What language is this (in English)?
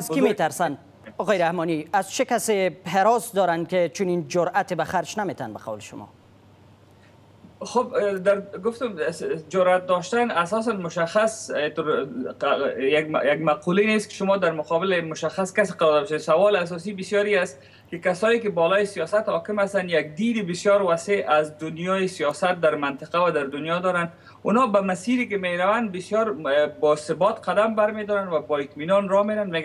Persian